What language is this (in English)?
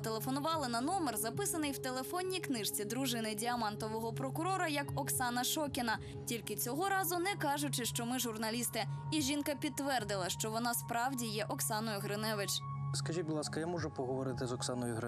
Ukrainian